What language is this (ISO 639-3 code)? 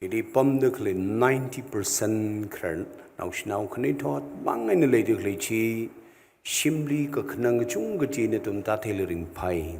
nmf